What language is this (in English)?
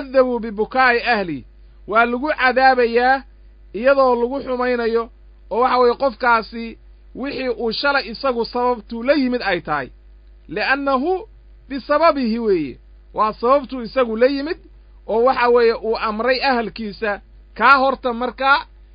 Somali